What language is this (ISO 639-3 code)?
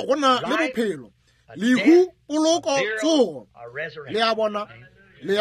nso